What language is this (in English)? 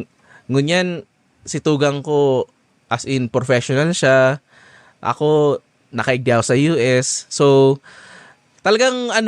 Bikol